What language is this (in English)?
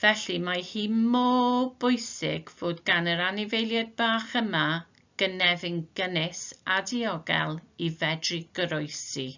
Welsh